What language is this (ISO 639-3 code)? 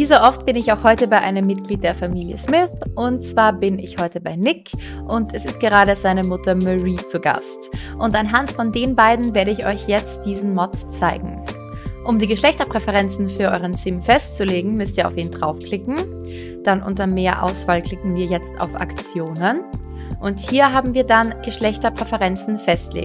deu